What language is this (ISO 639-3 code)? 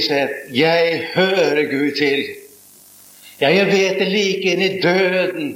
nor